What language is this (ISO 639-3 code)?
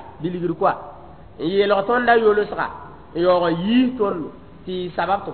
mos